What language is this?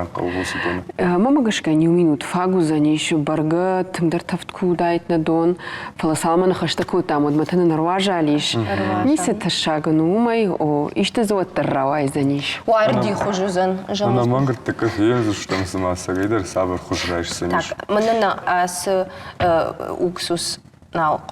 Ossetic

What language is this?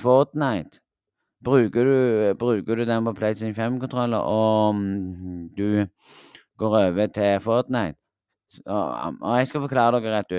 Norwegian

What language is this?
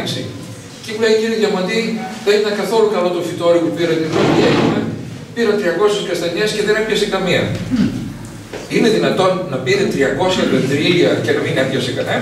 Greek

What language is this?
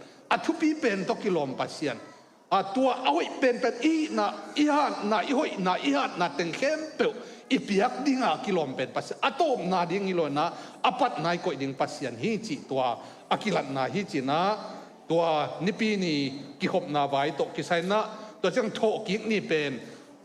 Tedim Chin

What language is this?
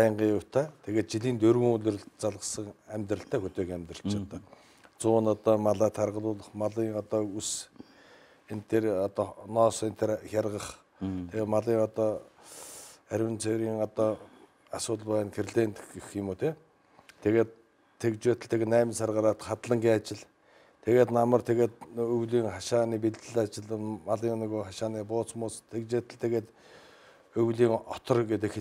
Mongolian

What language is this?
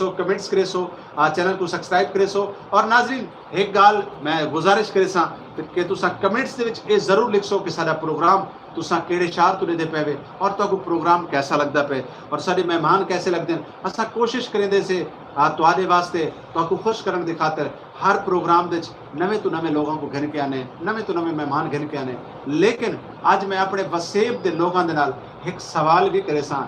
Saraiki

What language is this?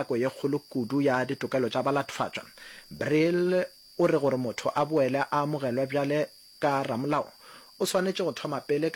Northern Sotho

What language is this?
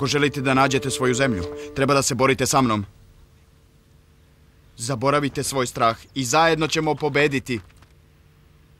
Serbian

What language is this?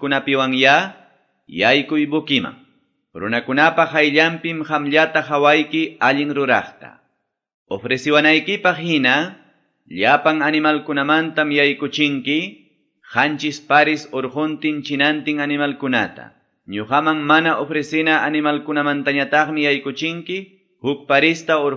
Quechua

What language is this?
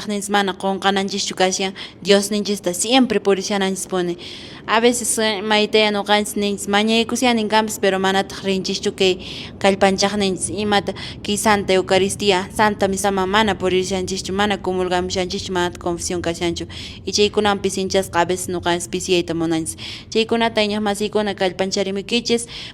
Quechua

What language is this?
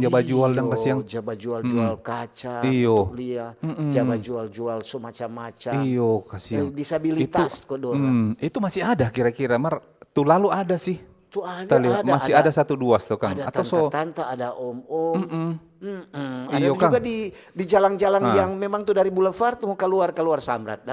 Manado Malay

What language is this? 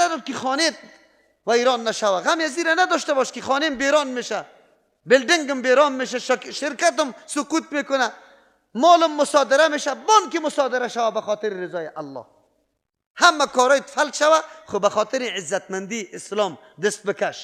Persian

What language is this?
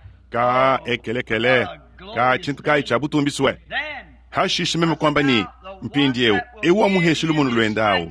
Luba-Lulua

